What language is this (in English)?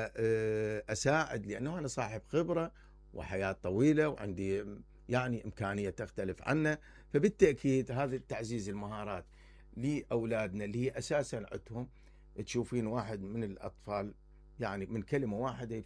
Mesopotamian Arabic